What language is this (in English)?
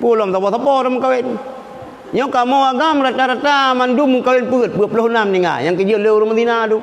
Achinese